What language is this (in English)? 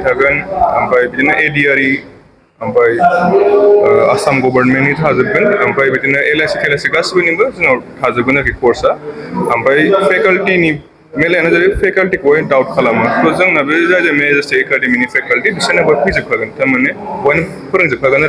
Bodo